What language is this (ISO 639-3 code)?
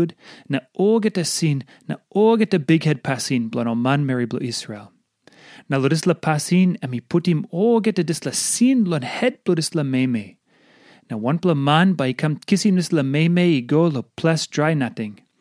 tpi